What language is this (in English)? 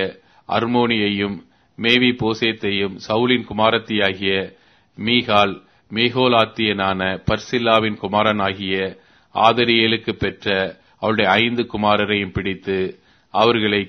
Tamil